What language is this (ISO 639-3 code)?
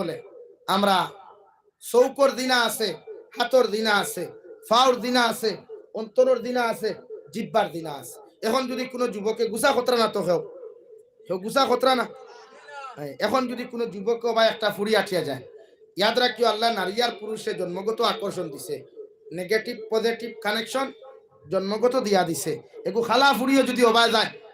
syl